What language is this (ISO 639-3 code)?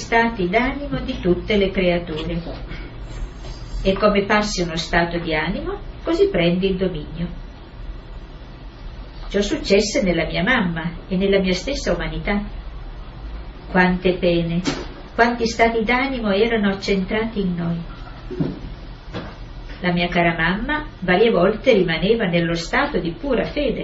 ita